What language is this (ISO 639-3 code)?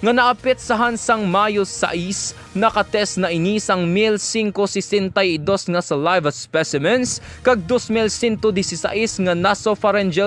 hil